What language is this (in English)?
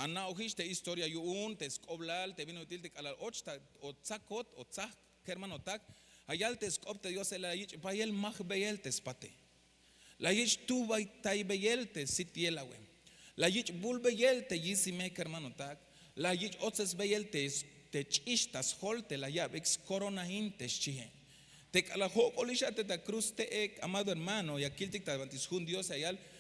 Tzeltal